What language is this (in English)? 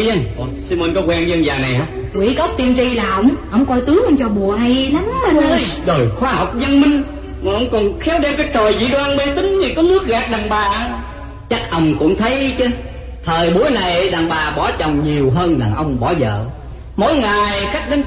Vietnamese